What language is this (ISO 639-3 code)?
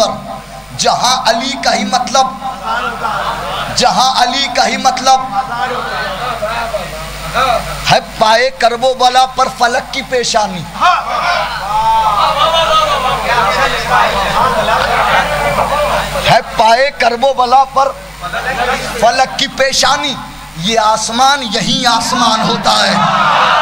urd